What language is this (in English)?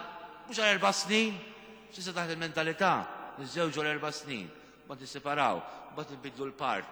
Maltese